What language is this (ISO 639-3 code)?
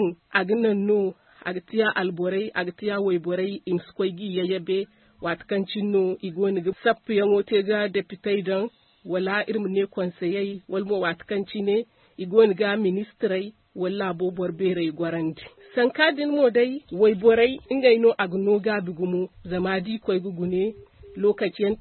dje